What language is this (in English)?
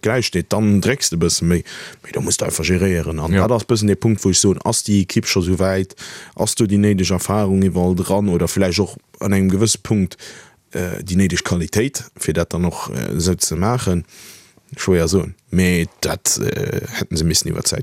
Luxembourgish